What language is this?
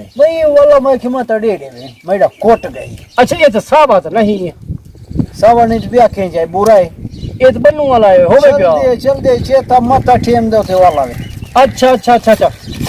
Saraiki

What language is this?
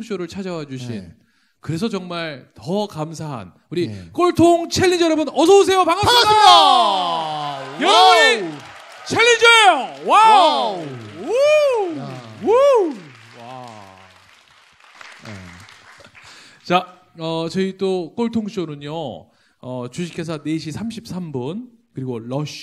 Korean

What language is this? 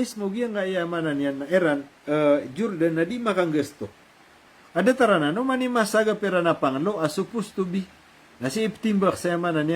Maranao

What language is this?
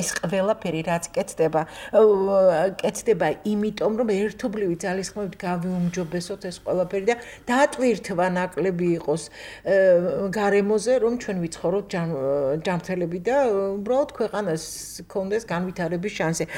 Georgian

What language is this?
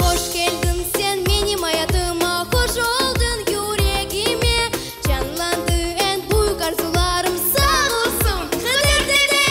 Crimean Tatar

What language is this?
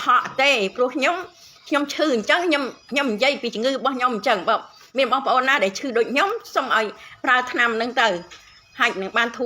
Khmer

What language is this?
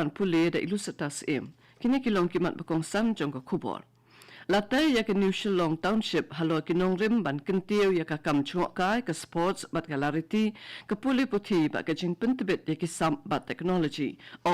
Khasi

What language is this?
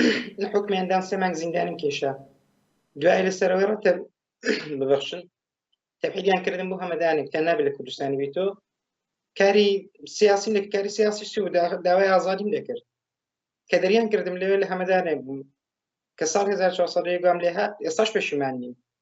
Central Kurdish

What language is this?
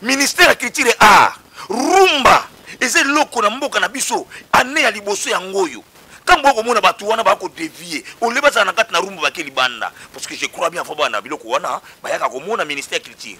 Lingala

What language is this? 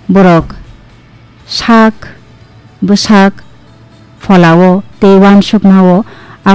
Kok Borok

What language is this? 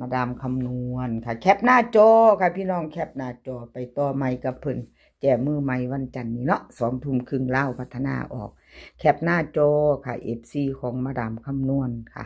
Northeastern Thai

